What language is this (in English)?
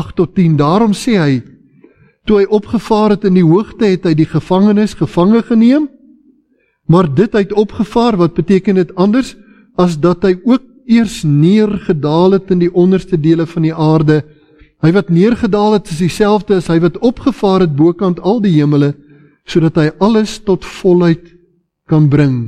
Afrikaans